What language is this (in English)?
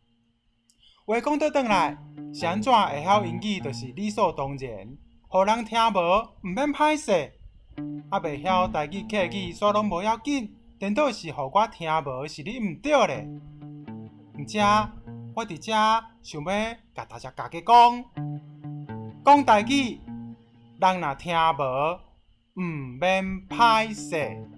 Min Nan Chinese